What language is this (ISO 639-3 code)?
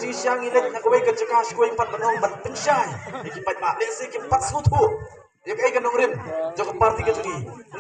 kha